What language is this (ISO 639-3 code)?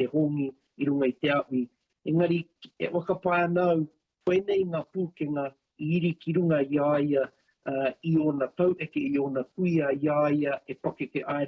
mri